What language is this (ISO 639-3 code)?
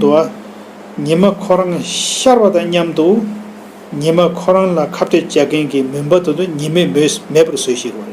bod